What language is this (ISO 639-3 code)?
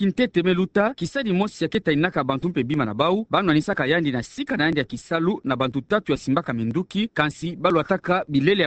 ktu